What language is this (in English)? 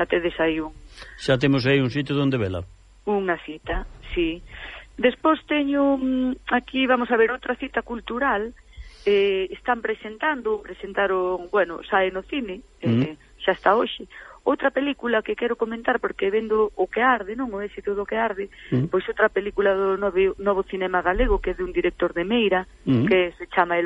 Galician